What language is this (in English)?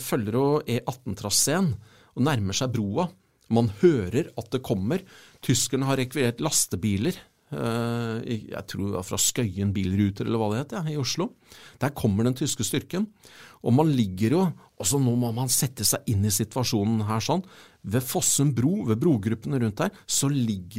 Norwegian